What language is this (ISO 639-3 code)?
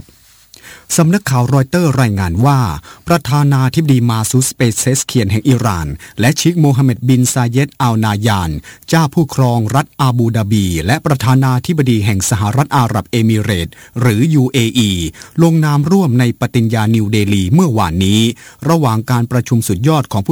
tha